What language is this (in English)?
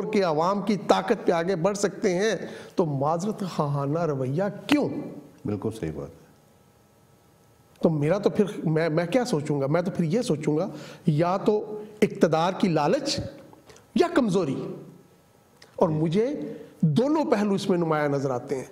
Urdu